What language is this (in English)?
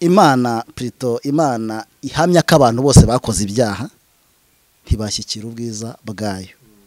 Kinyarwanda